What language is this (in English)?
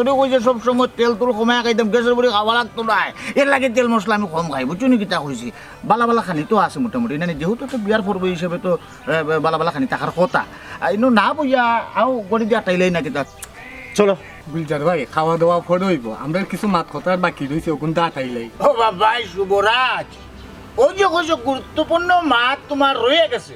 Sylheti